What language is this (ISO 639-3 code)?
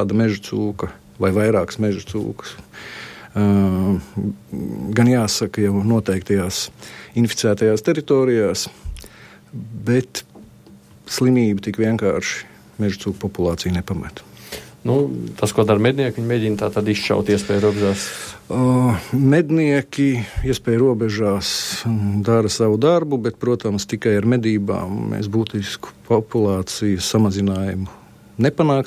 lav